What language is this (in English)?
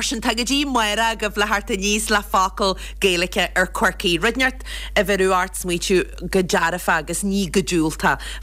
Irish